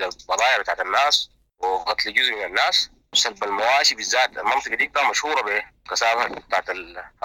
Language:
Sudanese Arabic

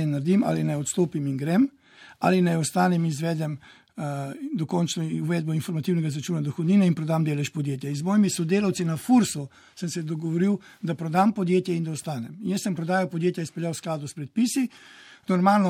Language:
Slovenian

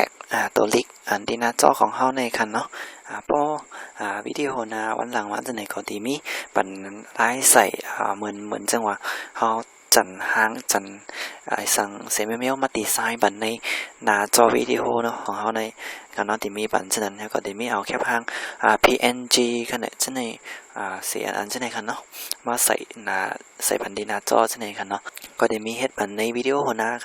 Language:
Shan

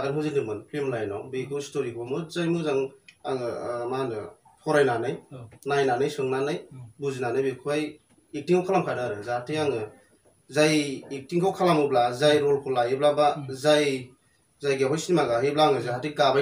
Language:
Bodo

